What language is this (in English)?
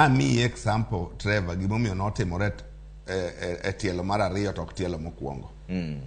Luo (Kenya and Tanzania)